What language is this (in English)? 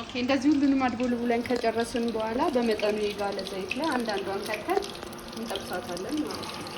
Amharic